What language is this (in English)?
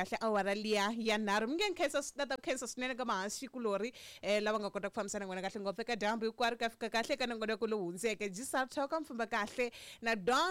Tsonga